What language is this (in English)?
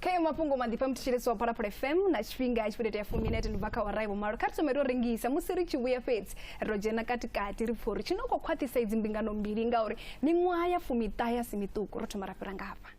Venda